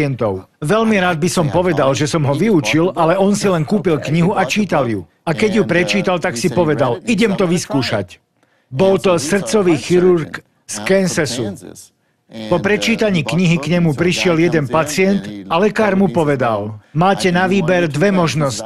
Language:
Slovak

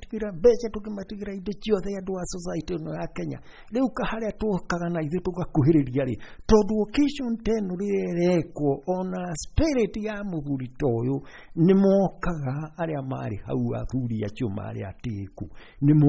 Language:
Kikuyu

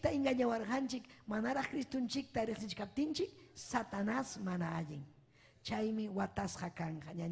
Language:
Ayacucho Quechua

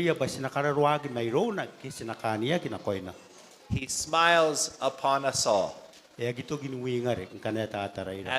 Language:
Gilbertese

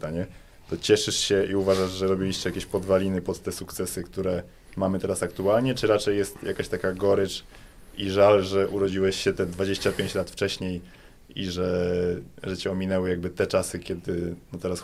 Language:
Polish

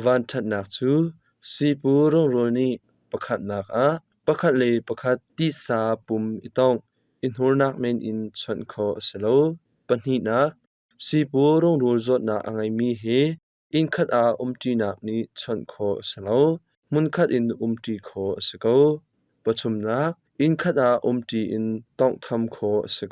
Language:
Hakha Chin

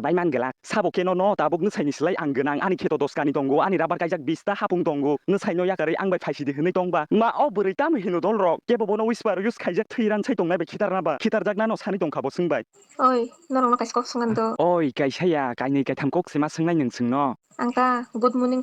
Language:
Kok Borok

